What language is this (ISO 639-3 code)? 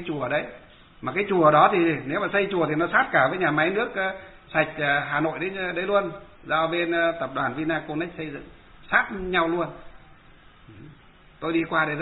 vie